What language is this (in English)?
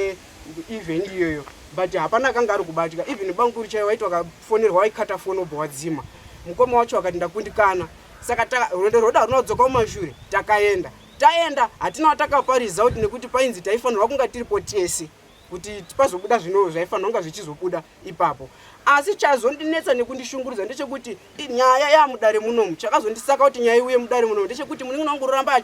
Shona